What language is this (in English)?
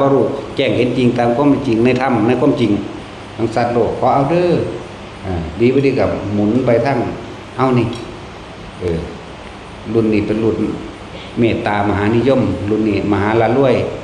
Northeastern Thai